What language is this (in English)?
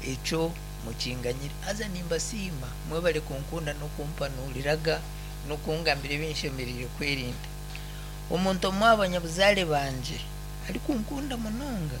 Nyankole